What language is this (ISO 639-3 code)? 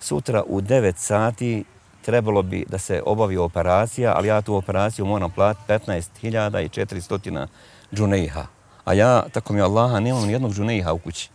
bos